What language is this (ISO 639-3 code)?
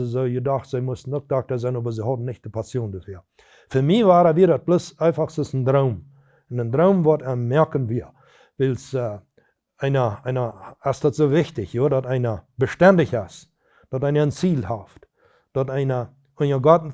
pdt